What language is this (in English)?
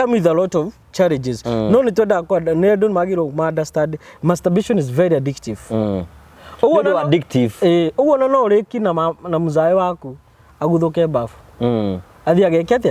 Kikuyu